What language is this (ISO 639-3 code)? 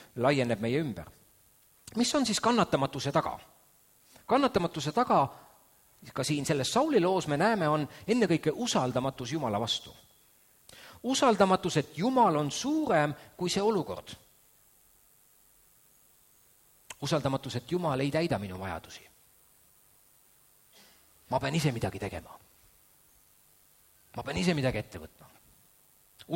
est